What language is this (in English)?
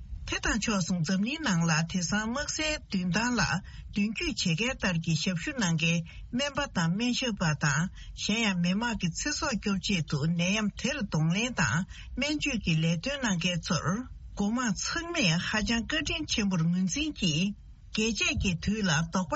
Tibetan